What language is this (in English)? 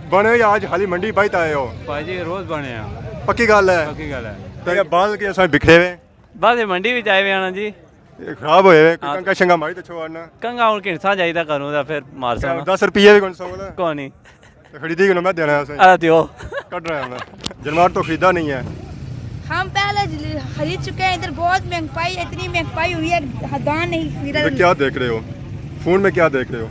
Pahari-Potwari